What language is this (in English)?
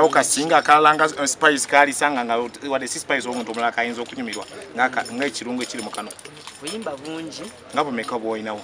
Ganda